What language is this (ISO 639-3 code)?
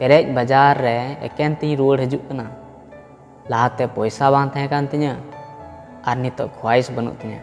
sat